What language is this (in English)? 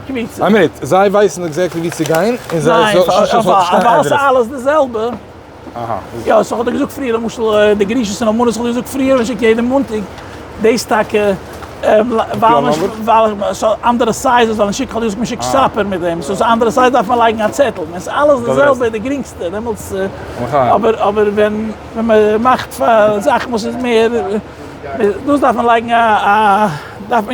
Yiddish